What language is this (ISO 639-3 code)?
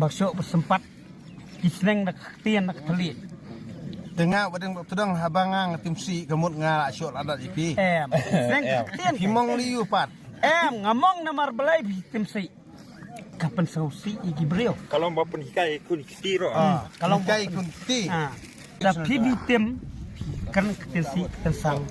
kha